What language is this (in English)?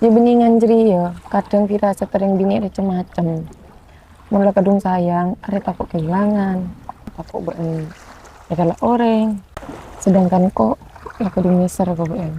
Madurese